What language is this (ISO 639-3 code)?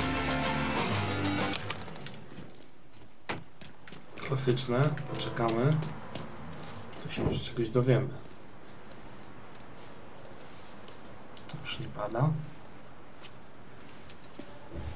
pol